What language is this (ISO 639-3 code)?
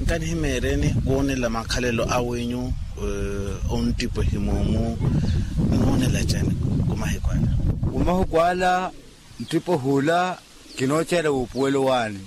vmw